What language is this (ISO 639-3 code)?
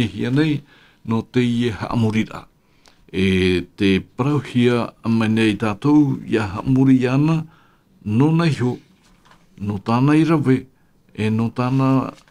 tah